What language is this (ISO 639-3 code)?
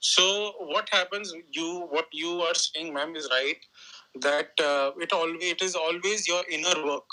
eng